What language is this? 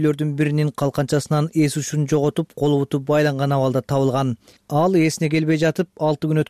Kyrgyz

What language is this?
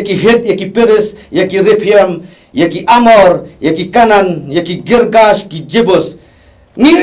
Khasi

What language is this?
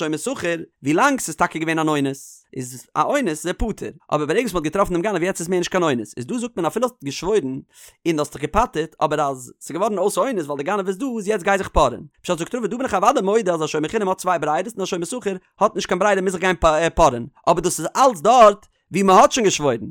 Yiddish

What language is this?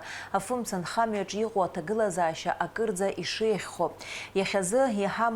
Abkhazian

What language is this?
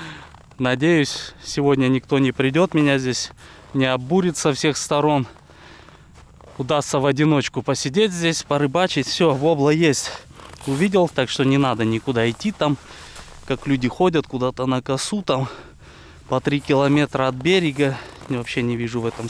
Russian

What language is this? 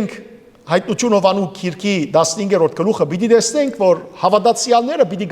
Western Armenian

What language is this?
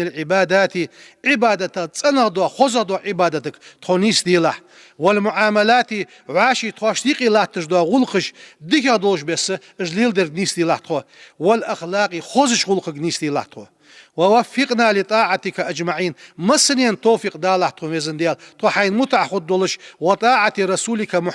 Ingush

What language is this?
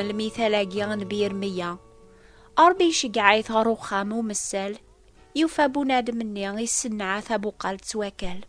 Kabyle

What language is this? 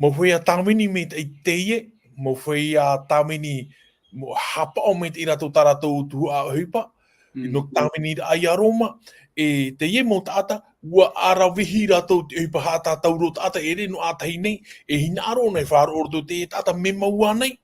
Tahitian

